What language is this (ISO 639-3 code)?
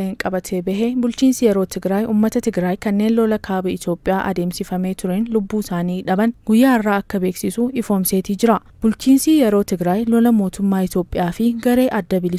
orm